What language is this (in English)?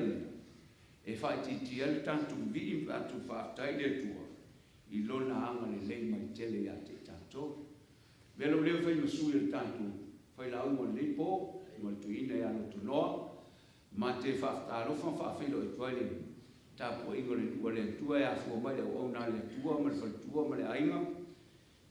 Samoan